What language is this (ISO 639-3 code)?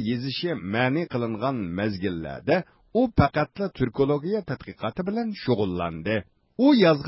uig